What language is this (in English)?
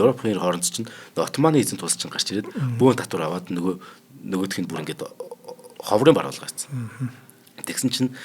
Mongolian